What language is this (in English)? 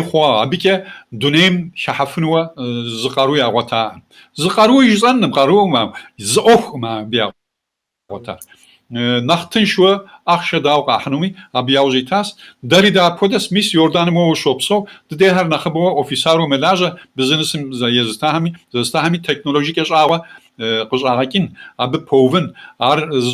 Kabardian